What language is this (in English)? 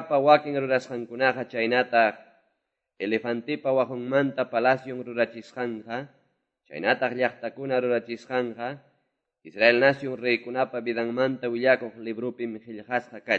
Quechua